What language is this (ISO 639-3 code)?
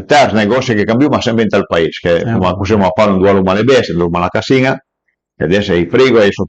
pms